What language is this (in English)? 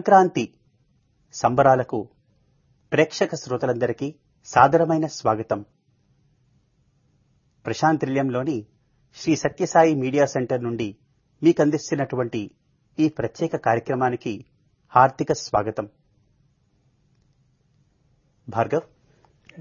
Telugu